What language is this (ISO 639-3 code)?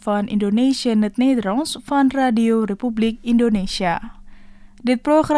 nld